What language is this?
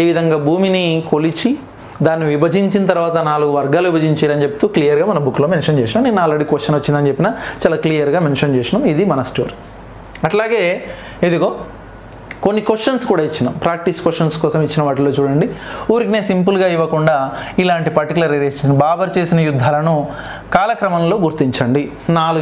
Telugu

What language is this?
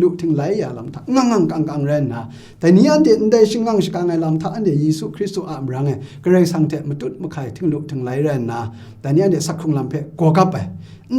Kachin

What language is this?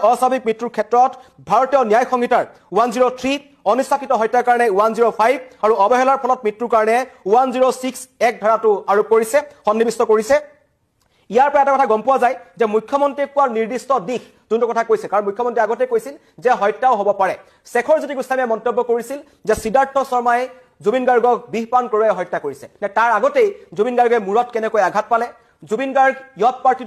Assamese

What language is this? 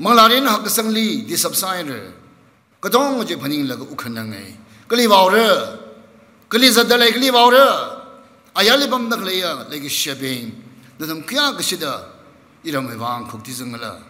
Tangkhul Naga (India)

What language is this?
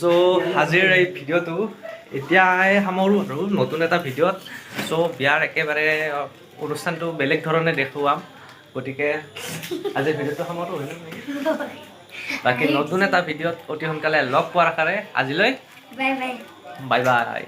Assamese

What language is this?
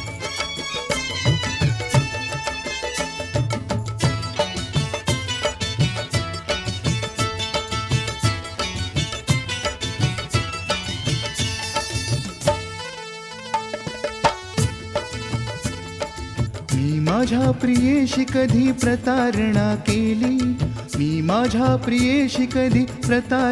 Marathi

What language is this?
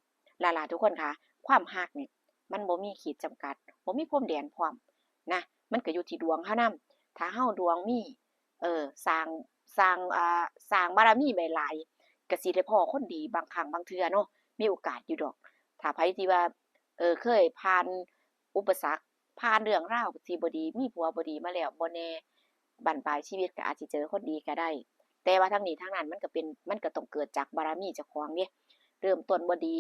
Northeastern Thai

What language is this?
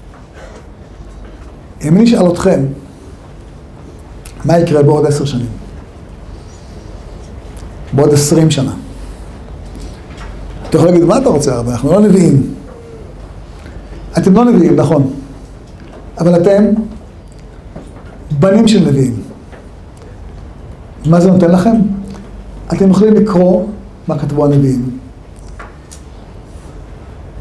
Hebrew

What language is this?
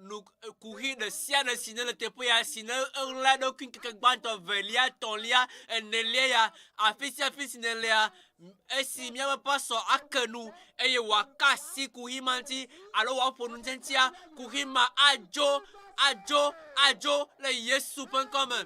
Ewe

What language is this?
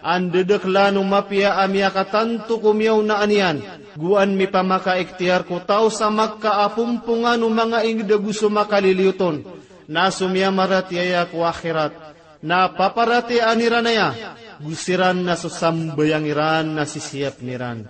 Maranao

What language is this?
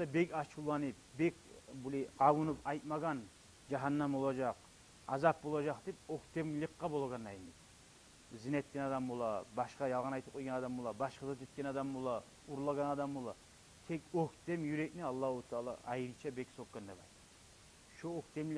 Kumyk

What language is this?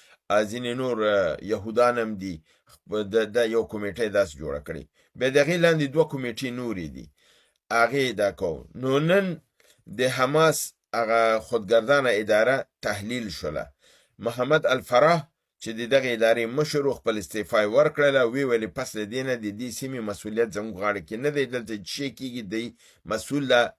Pashto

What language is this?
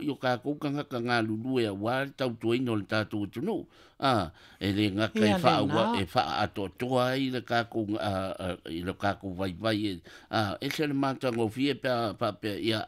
Samoan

